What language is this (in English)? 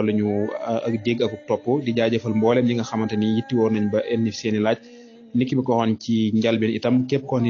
Wolof